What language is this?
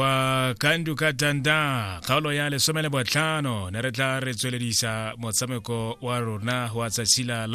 Tswana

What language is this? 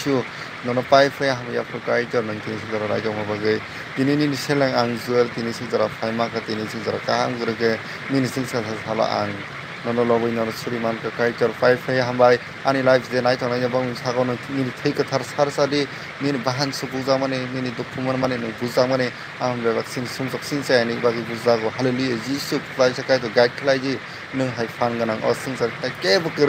Kok Borok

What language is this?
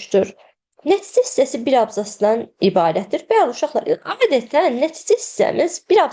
Azerbaijani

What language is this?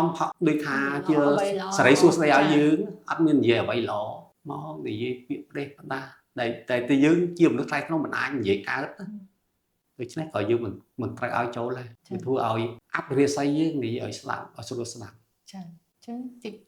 Khmer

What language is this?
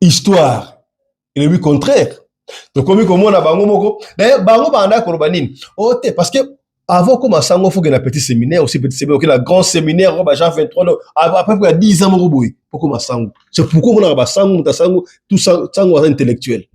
Lingala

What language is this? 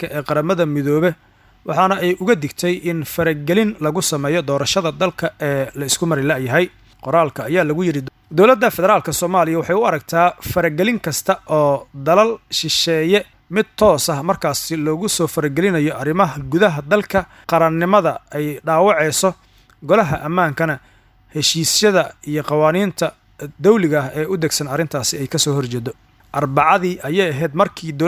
Somali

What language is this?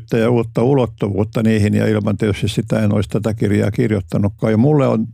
Finnish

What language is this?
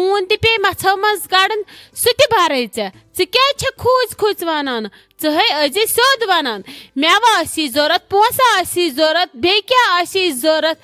Kashmiri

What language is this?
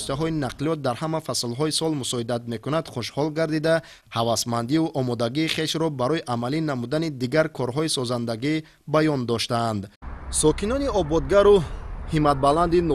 Tajik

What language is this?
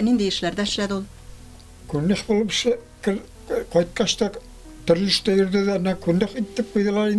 Tatar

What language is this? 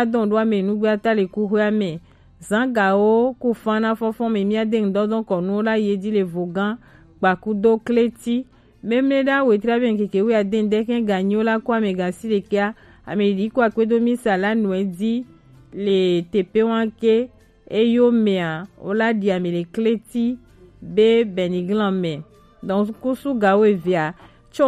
Gen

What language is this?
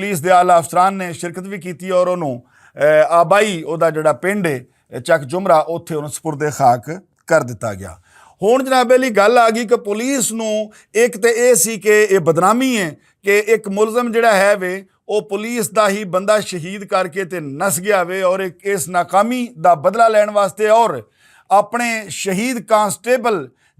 Western Panjabi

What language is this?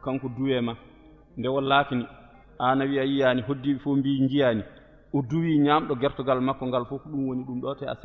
Fula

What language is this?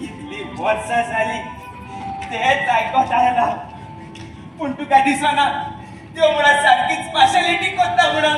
Konkani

